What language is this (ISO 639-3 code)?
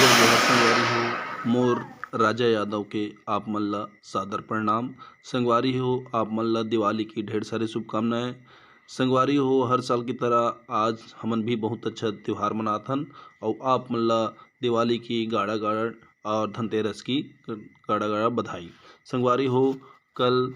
hne